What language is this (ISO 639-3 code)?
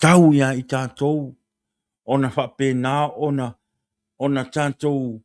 smo